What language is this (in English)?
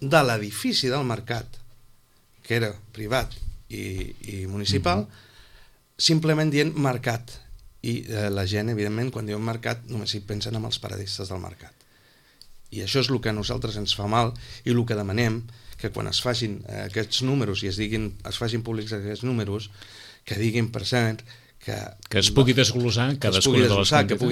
Catalan